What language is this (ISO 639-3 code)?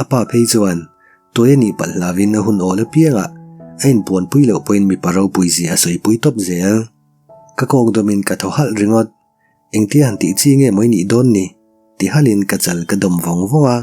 lus